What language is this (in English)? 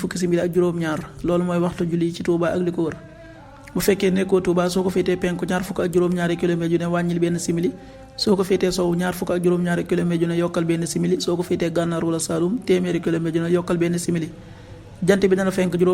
Wolof